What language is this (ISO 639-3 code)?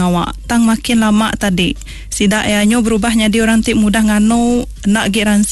iba